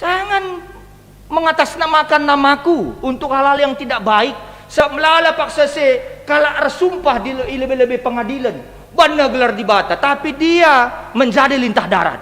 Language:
Batak Karo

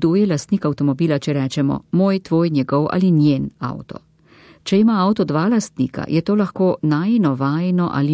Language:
Slovenian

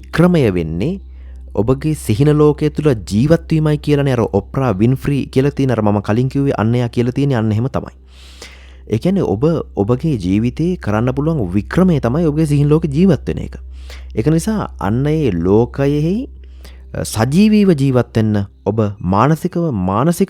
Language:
Sinhala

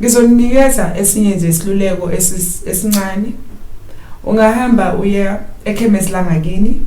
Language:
Zulu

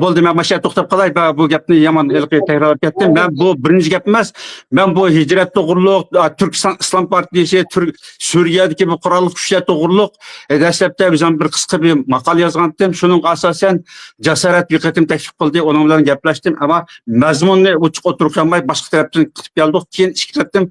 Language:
Uyghur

